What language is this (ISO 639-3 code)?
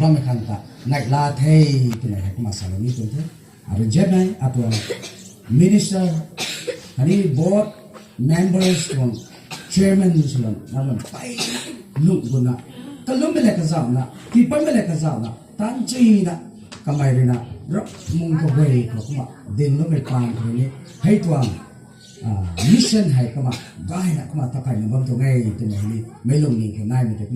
nbu